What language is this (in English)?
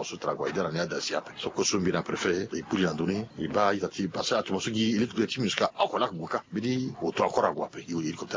Sango